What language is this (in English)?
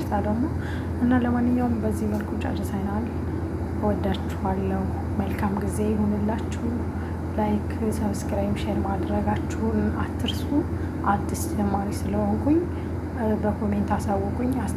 Amharic